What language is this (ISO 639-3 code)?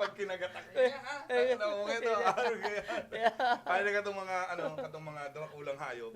bik